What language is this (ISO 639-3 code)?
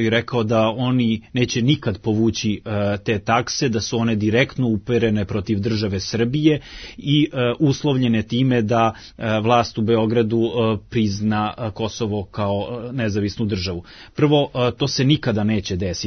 srp